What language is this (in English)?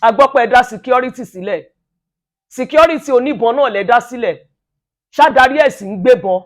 Yoruba